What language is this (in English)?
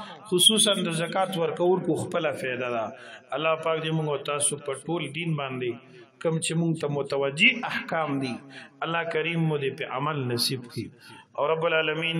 Pashto